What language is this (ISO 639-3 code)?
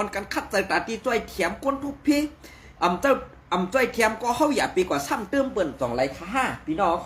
shn